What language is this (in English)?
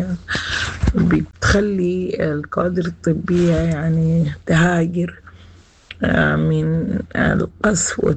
Sudanese Arabic